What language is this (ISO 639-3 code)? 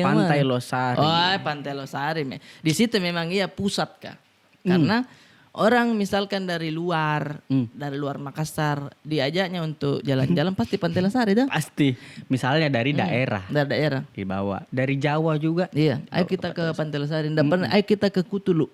mfp